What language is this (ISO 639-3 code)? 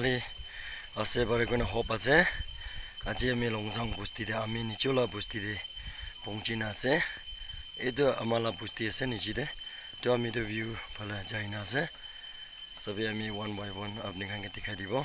nag